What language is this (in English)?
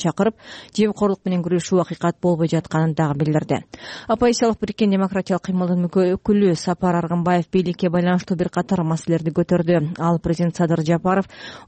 Kyrgyz